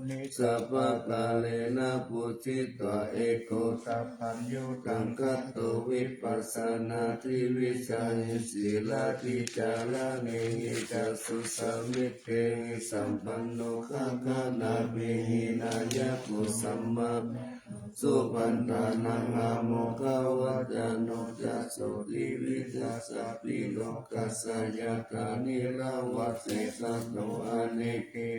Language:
Pali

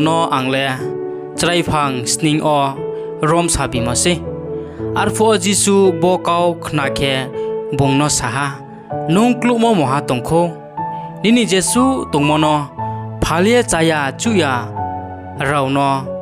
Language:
Riang (India)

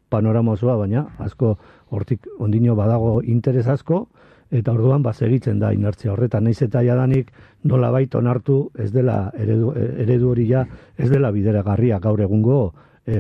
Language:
Basque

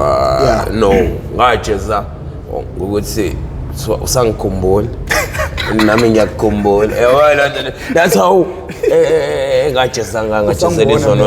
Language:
Zulu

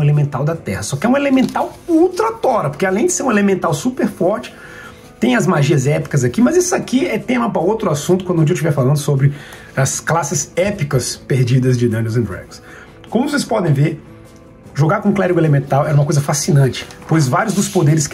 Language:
Portuguese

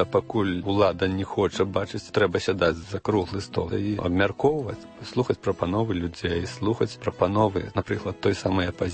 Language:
Belarusian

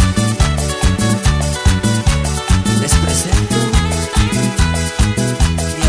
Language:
Spanish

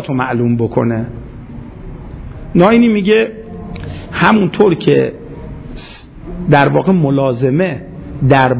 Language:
Persian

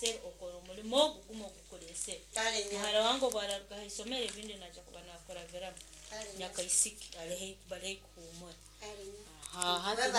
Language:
Nyoro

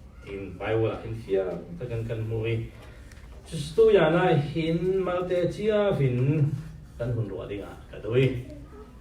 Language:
Falam Chin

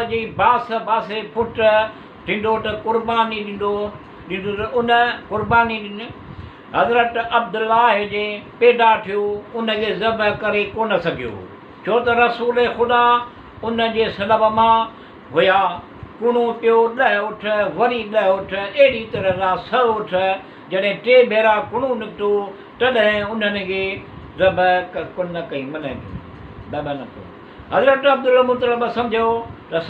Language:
Sindhi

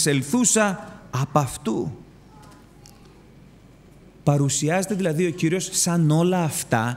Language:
Greek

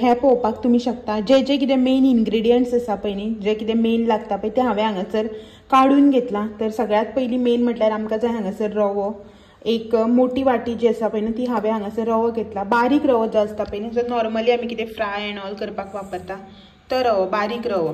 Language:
Konkani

